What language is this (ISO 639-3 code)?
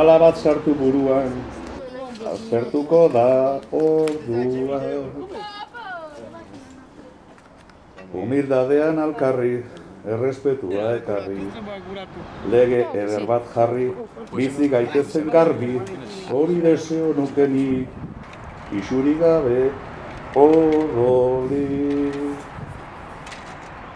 eus